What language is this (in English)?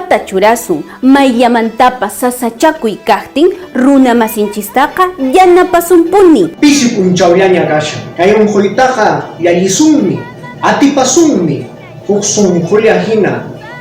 Quechua